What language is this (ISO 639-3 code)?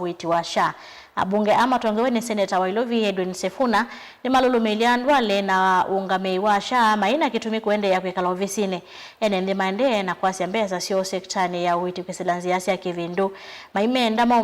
kam